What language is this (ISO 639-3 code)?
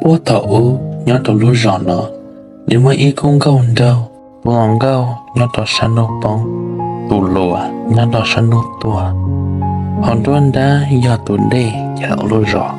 hmn